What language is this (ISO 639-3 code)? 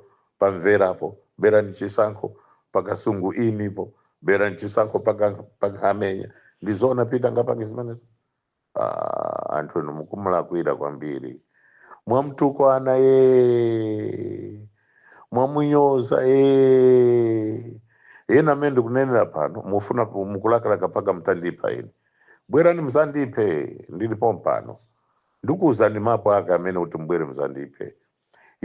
nya